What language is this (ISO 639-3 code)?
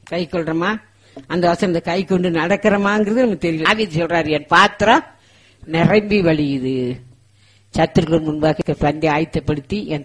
tam